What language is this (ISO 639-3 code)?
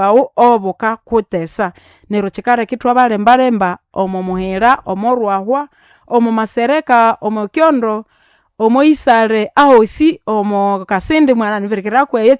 nnb